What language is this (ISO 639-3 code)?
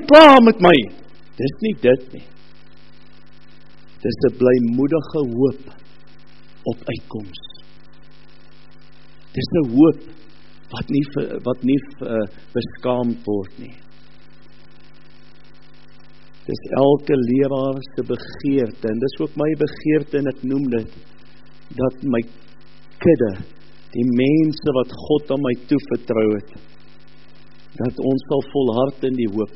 afr